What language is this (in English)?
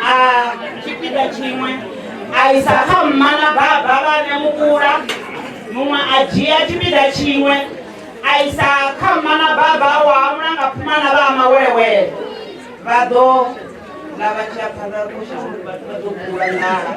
Venda